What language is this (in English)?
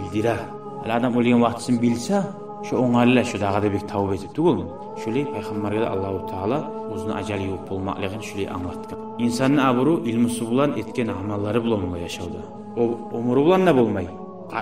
Kumyk